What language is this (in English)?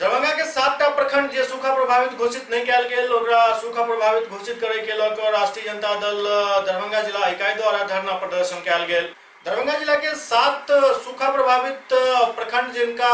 Maithili